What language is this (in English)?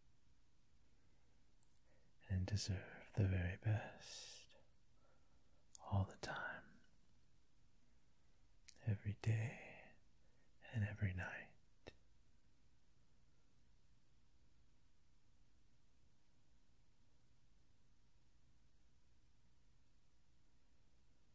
English